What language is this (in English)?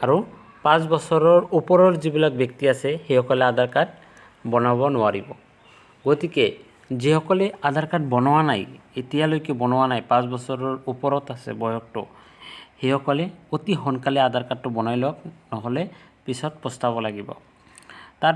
Assamese